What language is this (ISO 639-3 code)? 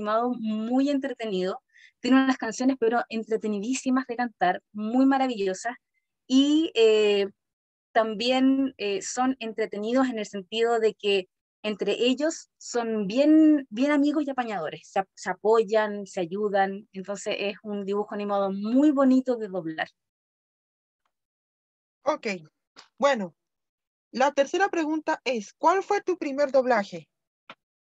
spa